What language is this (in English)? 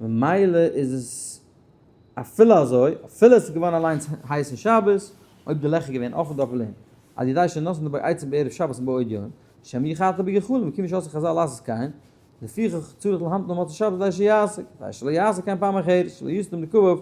Yiddish